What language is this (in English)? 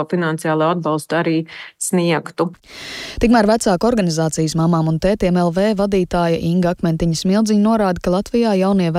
Latvian